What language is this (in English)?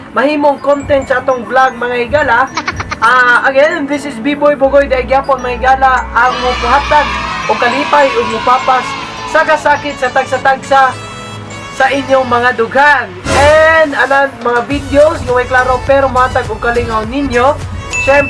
Cebuano